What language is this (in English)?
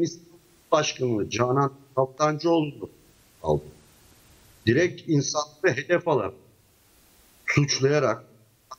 Turkish